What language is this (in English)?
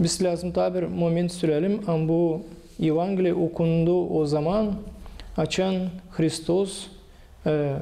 Gagauz